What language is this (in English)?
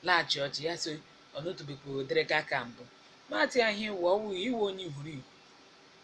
Igbo